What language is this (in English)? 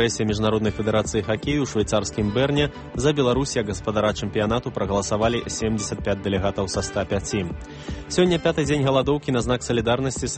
Belarusian